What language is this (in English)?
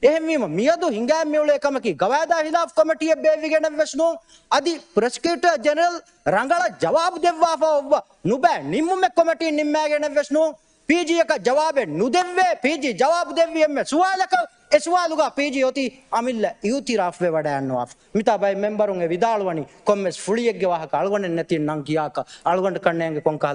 Divehi